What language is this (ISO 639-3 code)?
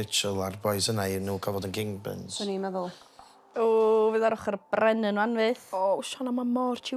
cym